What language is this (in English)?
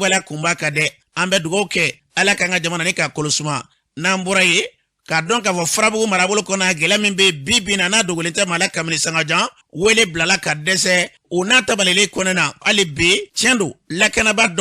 Bambara